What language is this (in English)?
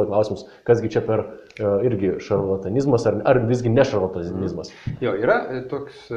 Lithuanian